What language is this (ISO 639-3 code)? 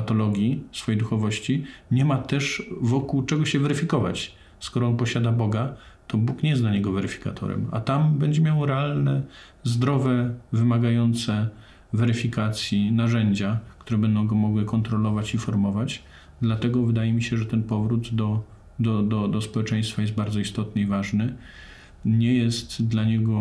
pol